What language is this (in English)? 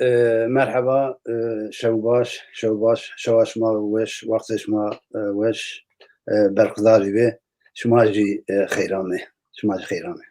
Zaza